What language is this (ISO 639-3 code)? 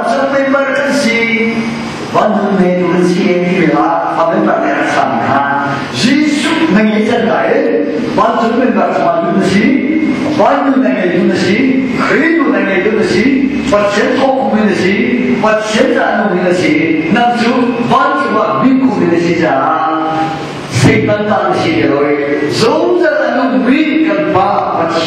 cnh